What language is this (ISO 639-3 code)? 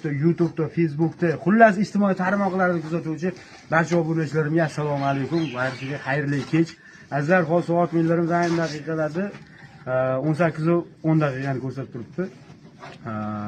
uzb